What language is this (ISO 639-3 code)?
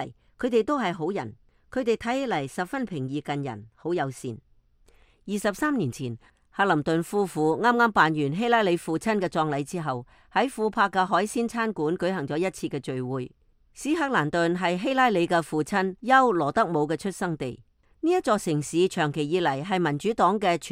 yue